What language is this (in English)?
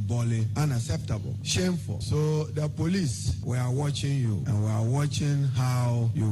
Akan